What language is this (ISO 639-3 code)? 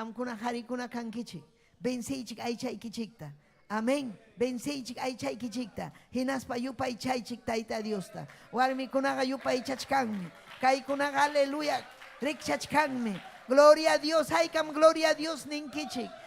quy